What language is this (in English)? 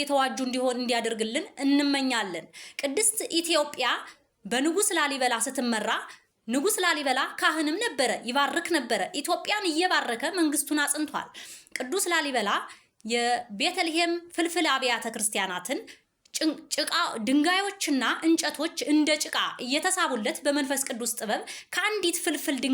Amharic